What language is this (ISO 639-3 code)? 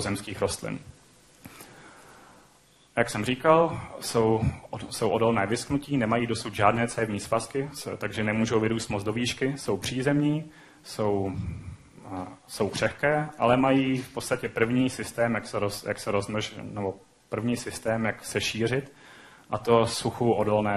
ces